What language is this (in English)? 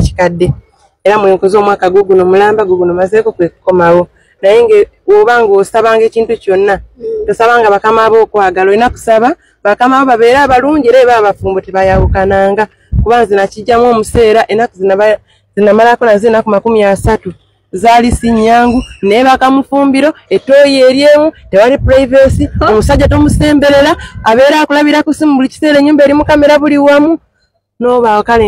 Ganda